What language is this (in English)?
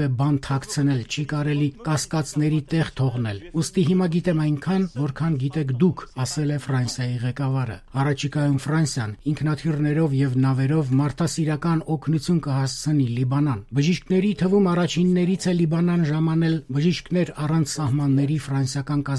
Armenian